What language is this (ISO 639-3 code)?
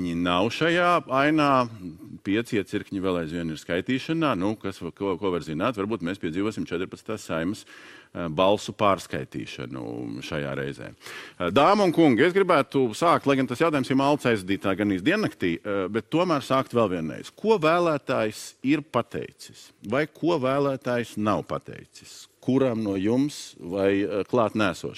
lav